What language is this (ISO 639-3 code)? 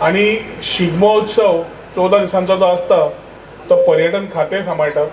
kok